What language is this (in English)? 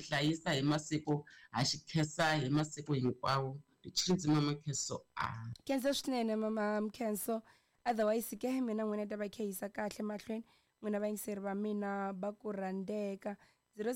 Tsonga